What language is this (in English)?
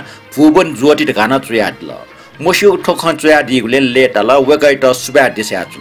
Newari